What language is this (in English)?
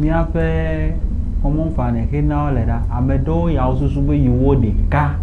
Ewe